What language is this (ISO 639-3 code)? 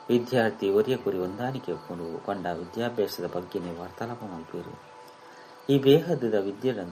tcy